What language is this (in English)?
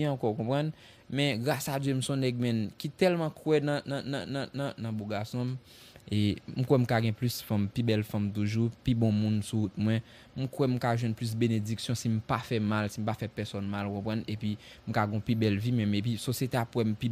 Haitian Creole